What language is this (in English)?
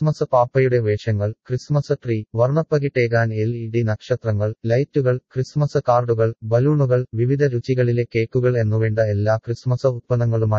Malayalam